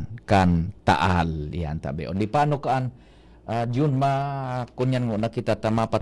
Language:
Bikol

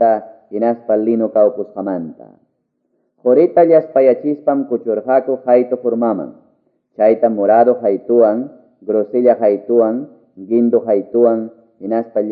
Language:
Quechua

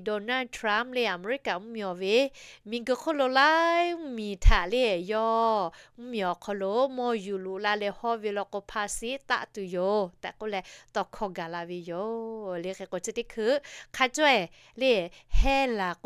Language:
Lahu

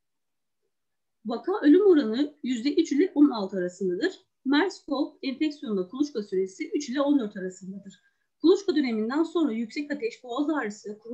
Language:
Turkish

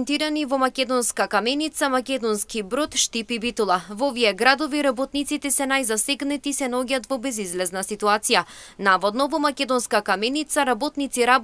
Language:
Macedonian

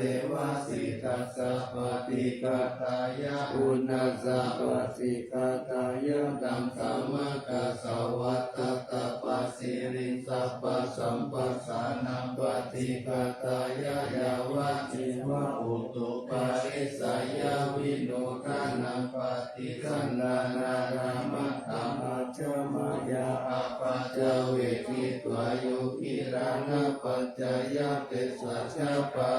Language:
Pali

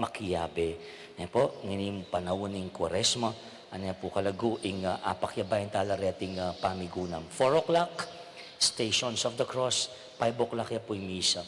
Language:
Pampanga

